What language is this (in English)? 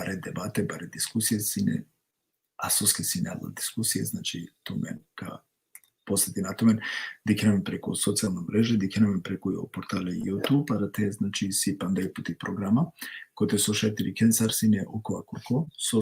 Balkan Romani